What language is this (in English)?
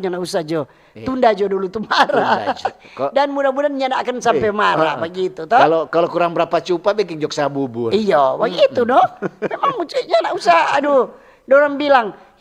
Manado Malay